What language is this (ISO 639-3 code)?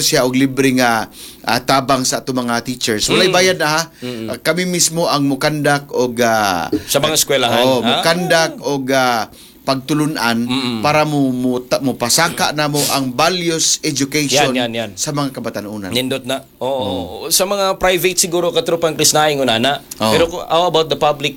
ceb